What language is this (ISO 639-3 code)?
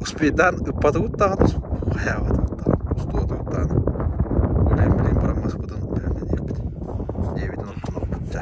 sah